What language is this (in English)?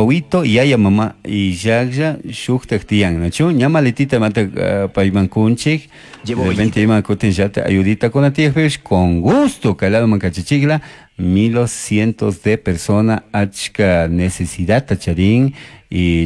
Chimborazo Highland Quichua